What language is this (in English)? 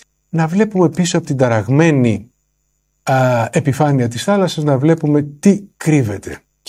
Greek